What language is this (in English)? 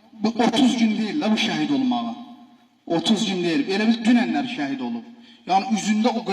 Azerbaijani